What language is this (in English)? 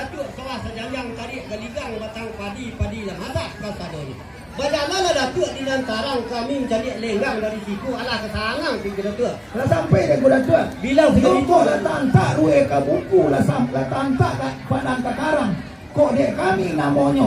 Minangkabau